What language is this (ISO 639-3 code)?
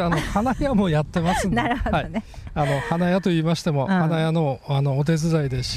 jpn